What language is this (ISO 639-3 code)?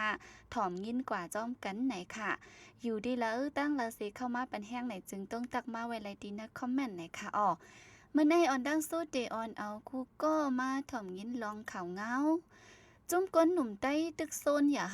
shn